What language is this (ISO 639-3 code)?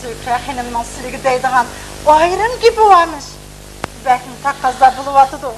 uig